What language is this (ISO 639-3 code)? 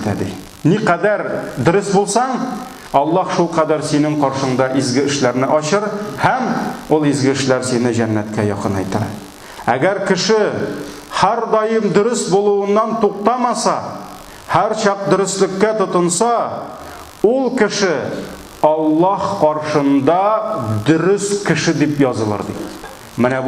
tat